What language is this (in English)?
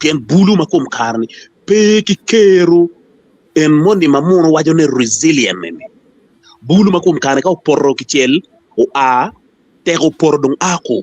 Acoli